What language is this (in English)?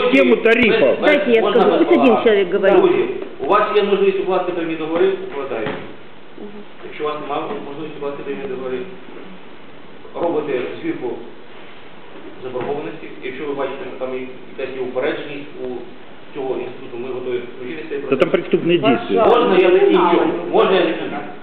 Ukrainian